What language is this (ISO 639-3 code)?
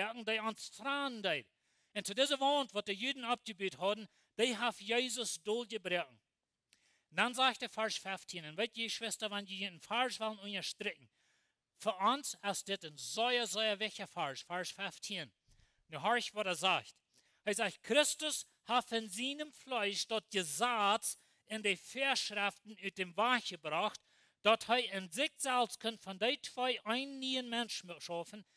pdt